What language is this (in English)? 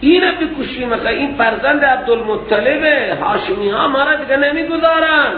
Persian